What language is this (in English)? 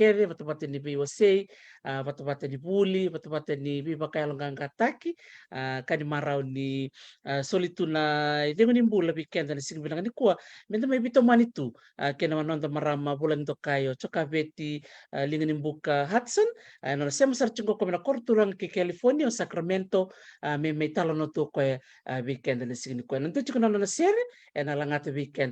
Fijian